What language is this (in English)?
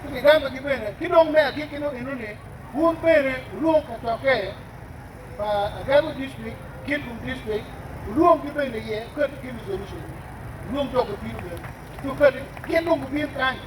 Acoli